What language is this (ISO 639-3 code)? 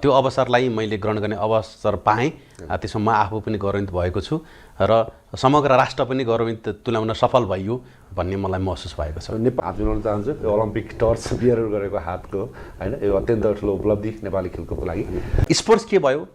nep